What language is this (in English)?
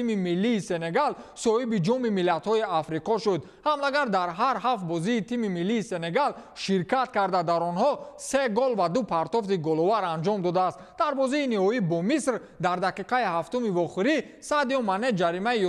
Tajik